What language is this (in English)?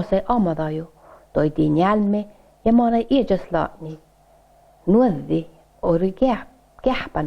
Northern Sami